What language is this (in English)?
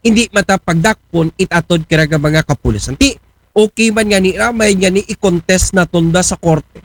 Aklanon